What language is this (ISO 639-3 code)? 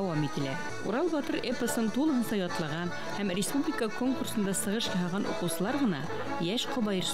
bak